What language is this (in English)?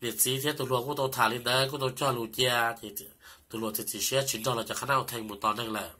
Hmong